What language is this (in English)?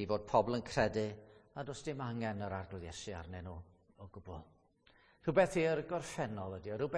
Welsh